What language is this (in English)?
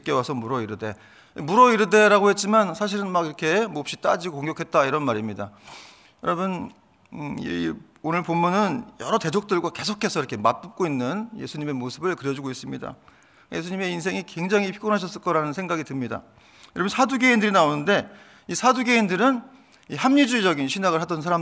Korean